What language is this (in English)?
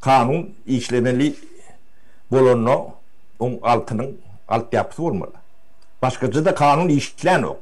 Turkmen